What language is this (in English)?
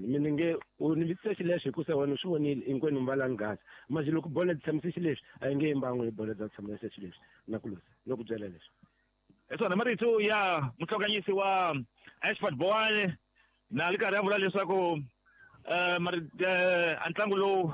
Tsonga